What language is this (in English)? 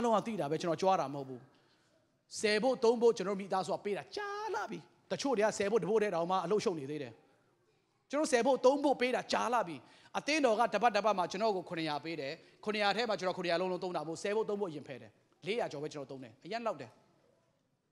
Burmese